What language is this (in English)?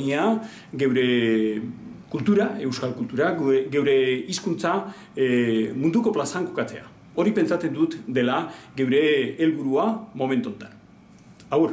Basque